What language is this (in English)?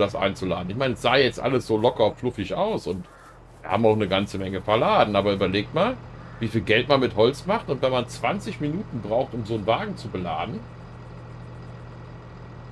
German